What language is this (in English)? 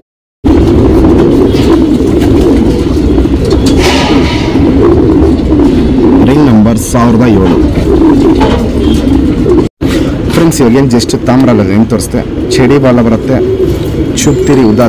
Kannada